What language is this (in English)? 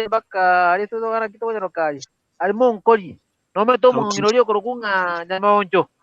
Gusii